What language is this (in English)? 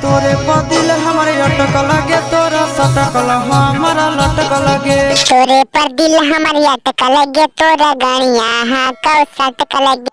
Magahi